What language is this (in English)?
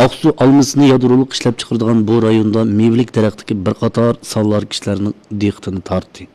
Uyghur